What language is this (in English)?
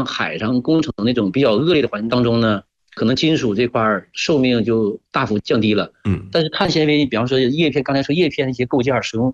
Chinese